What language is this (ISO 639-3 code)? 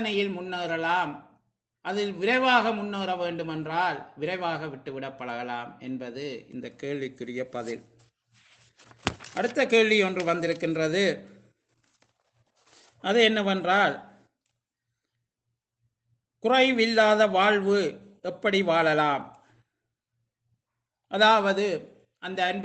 tam